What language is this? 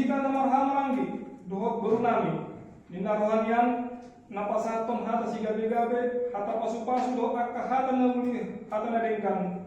Batak Toba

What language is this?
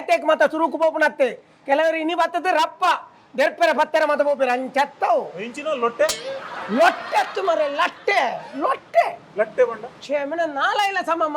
Tulu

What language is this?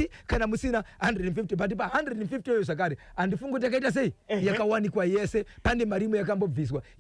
Shona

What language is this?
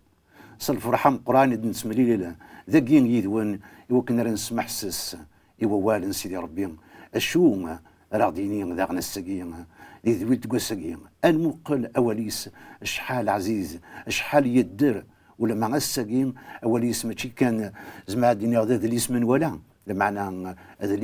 Kabyle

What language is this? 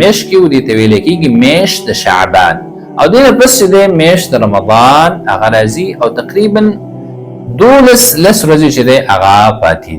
Pashto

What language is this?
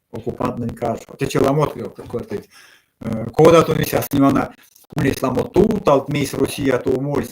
Erzya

